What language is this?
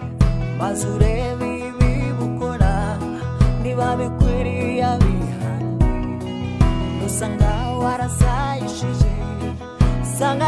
Kinyarwanda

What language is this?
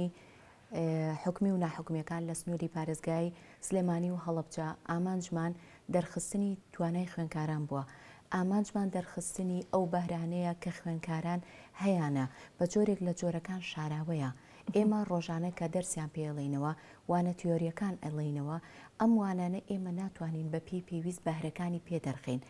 Central Kurdish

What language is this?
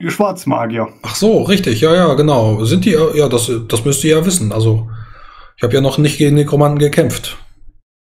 German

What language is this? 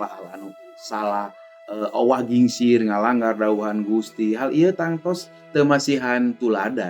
Sundanese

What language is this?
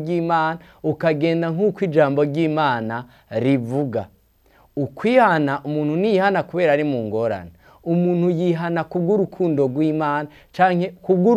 Rundi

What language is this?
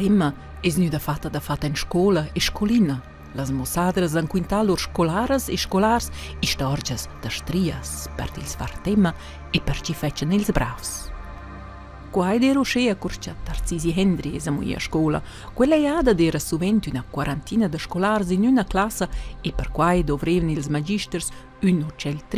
Romansh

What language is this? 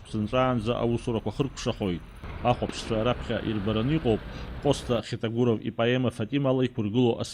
Abkhazian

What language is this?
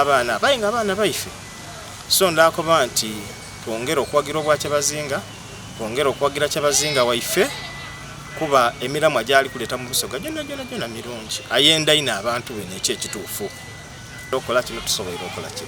Soga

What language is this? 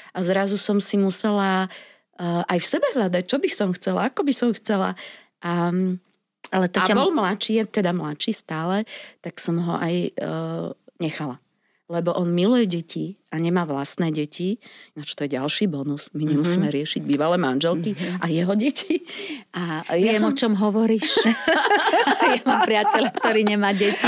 Slovak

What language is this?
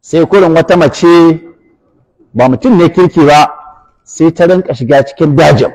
Hausa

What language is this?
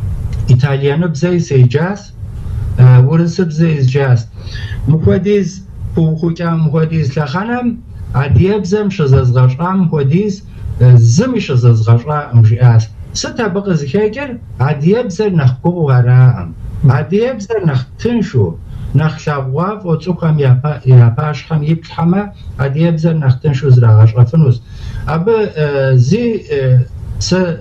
Kabardian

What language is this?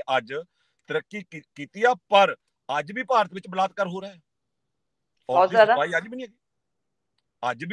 Punjabi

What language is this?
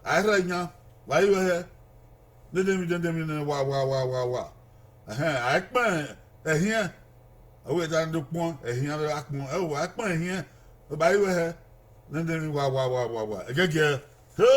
Bini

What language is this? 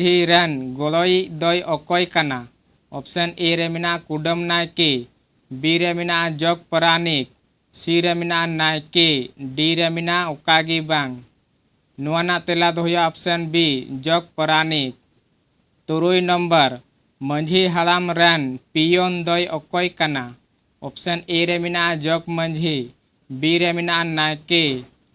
Santali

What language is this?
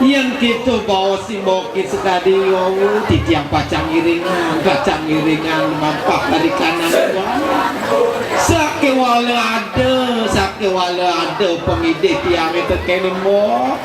Balinese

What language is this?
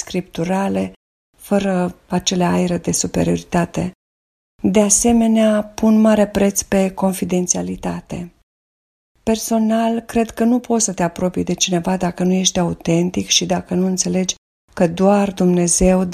Romanian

